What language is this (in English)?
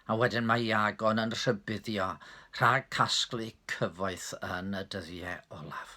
Welsh